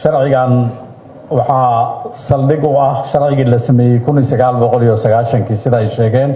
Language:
Somali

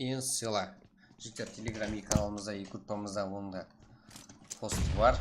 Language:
Kara-Kalpak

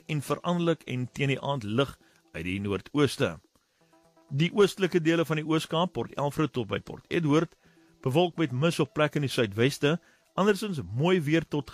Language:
Afrikaans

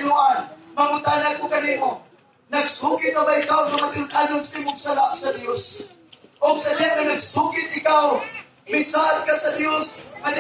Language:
Cebuano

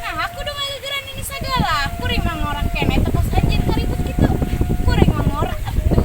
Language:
Sundanese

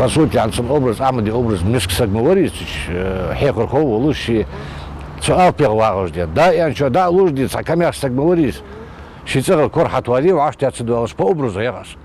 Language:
Ingush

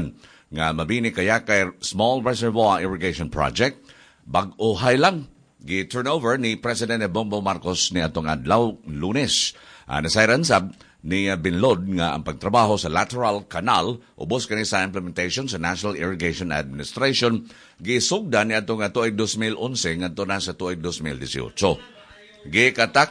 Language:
Cebuano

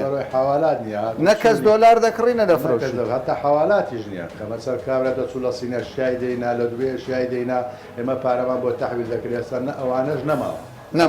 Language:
Central Kurdish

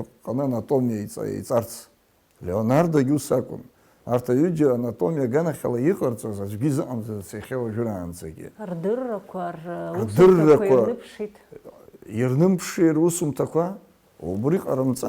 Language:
Abkhazian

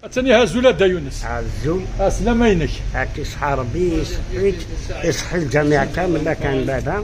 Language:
Kabyle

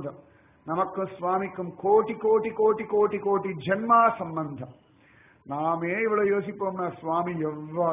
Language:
Tamil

